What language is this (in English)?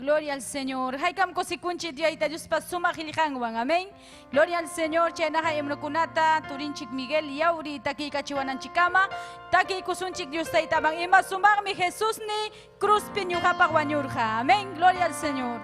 Ayacucho Quechua